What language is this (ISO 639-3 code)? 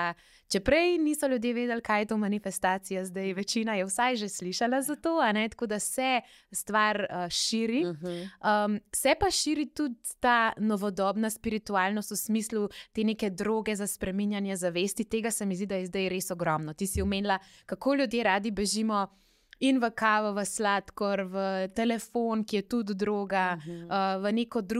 slv